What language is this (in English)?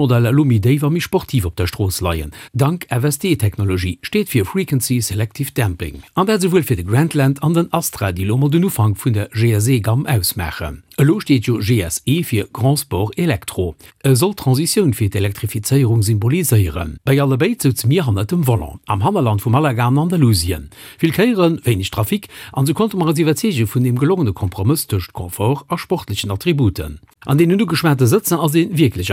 Luxembourgish